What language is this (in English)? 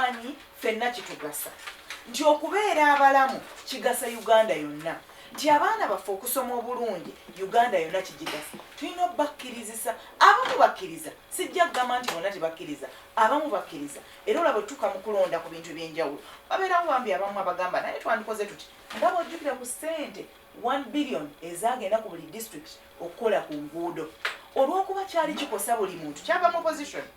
Ganda